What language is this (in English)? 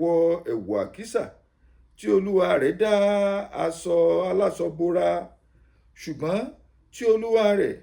Yoruba